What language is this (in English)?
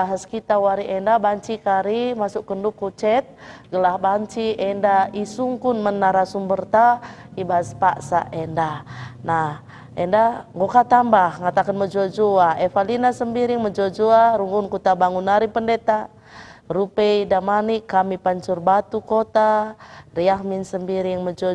Batak Karo